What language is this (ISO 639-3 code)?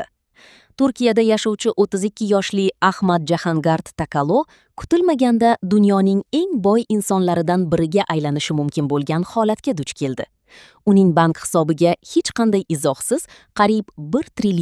uzb